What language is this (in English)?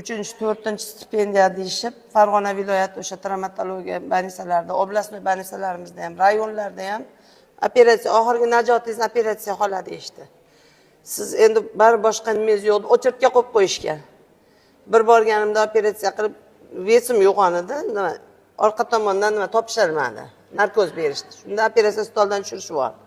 Uzbek